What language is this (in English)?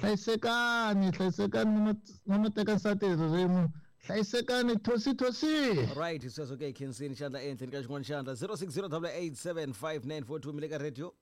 Tsonga